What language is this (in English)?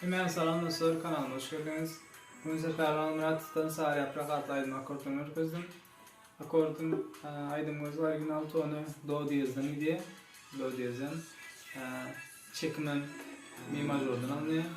Turkmen